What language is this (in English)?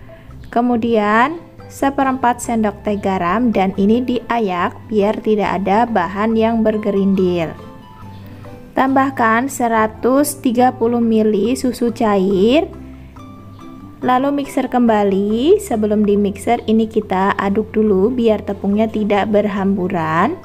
Indonesian